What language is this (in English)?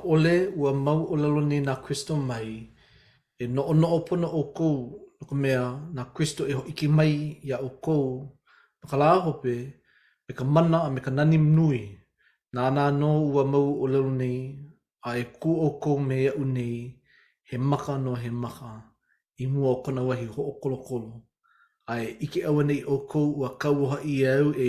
Hawaiian